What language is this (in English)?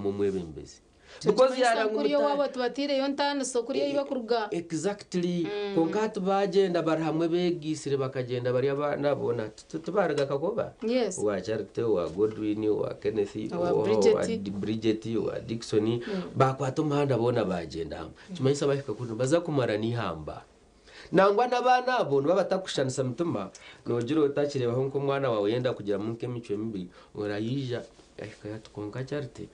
Nyankole